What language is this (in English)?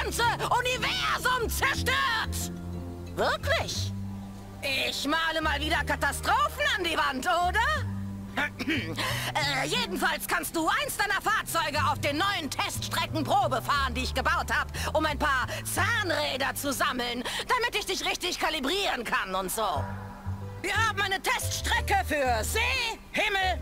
German